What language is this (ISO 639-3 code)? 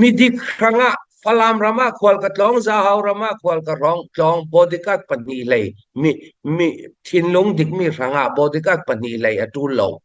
cfm